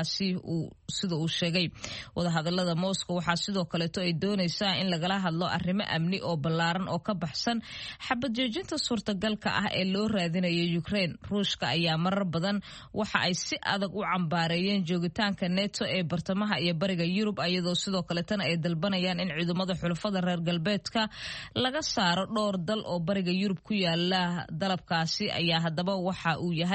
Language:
Somali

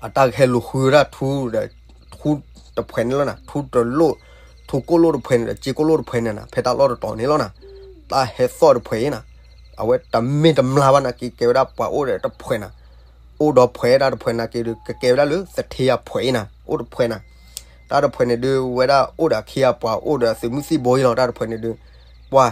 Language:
S'gaw Karen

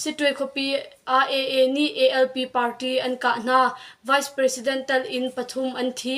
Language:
Hakha Chin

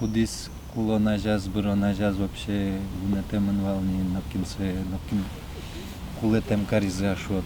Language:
Udmurt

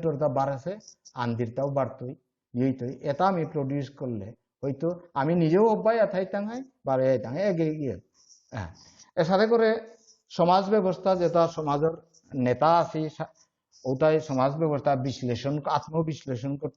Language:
Bishnupriya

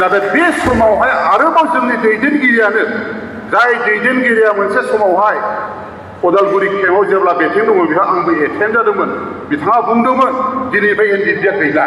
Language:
Bodo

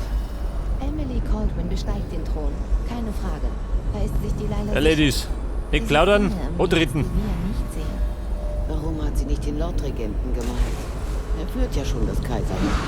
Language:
Bavarian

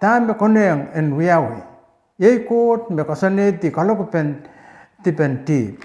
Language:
Pohnpeian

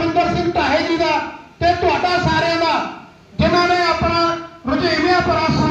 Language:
Punjabi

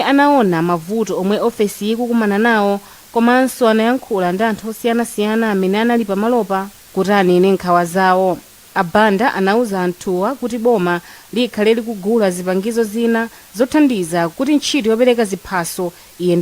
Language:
Nyanja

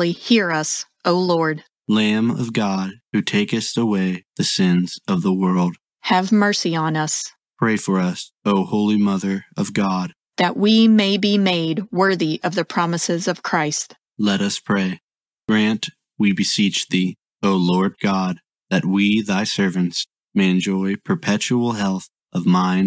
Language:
English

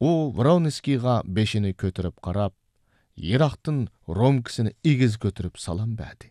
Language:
Uyghur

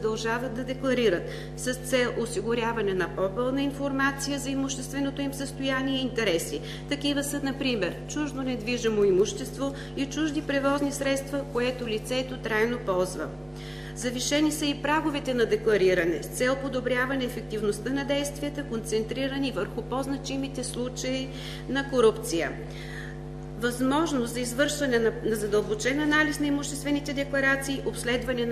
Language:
Bulgarian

